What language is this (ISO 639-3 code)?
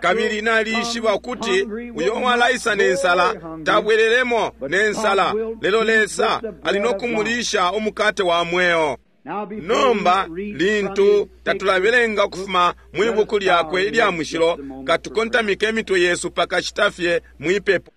bem